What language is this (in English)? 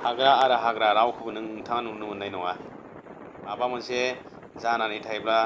Bodo